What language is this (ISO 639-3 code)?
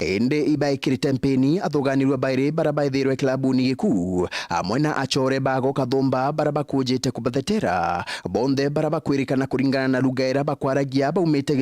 mer